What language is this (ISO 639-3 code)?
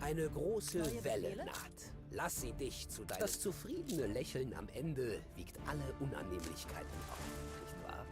bar